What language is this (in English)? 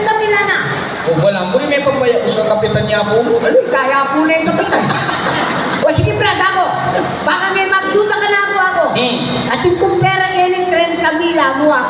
Pampanga